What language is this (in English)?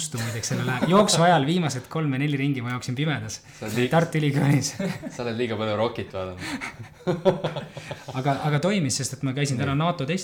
Estonian